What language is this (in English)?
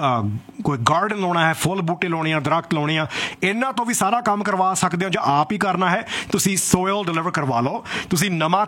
Punjabi